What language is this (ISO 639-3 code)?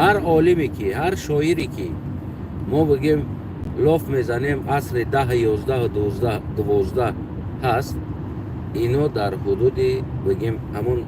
tgk